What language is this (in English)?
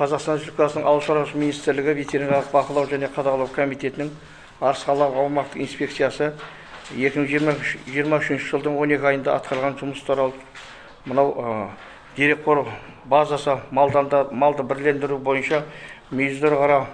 Kazakh